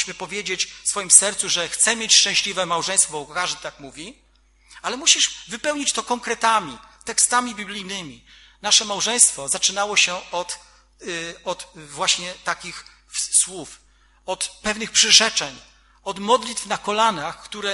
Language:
Polish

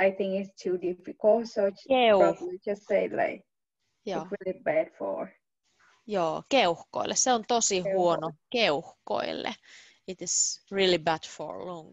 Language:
Finnish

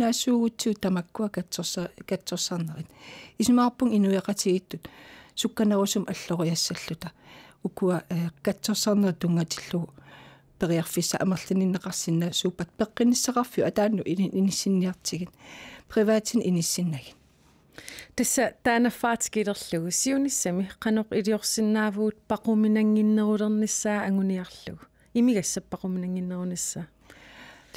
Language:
Kalaallisut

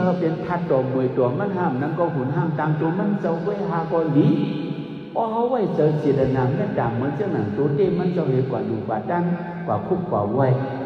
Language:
Shan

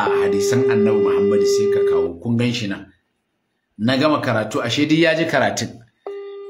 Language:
Hausa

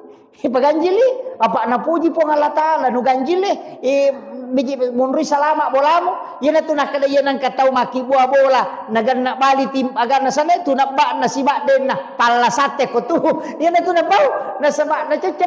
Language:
Buginese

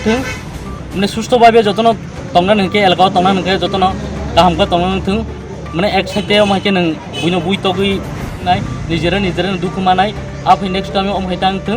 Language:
Kok Borok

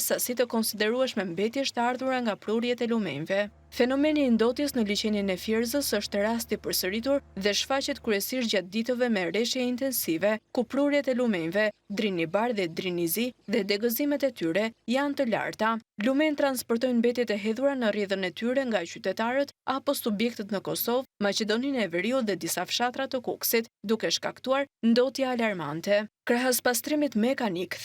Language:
Albanian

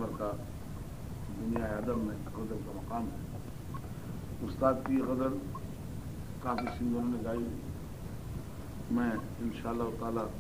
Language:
Urdu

